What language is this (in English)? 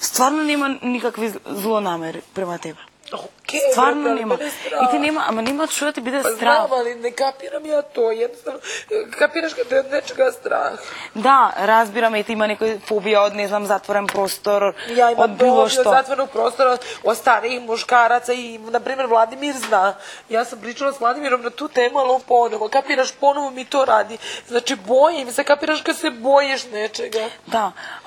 Macedonian